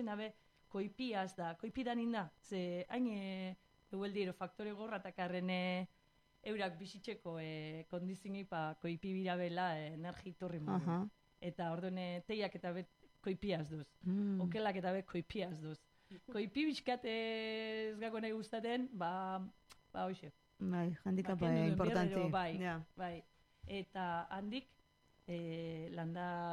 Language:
Basque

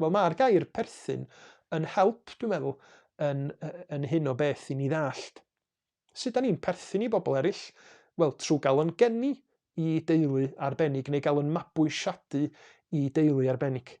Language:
Welsh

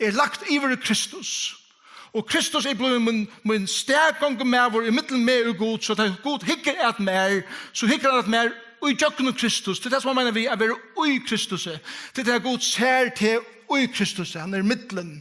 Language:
Faroese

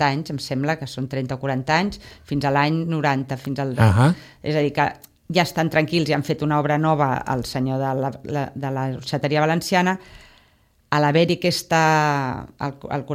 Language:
Catalan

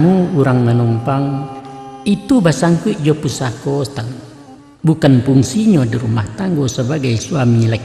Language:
Minangkabau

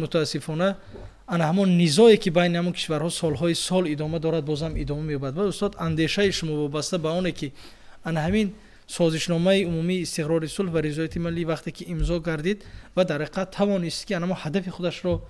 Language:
Tajik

